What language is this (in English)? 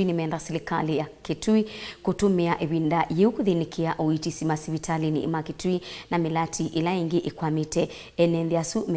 Kamba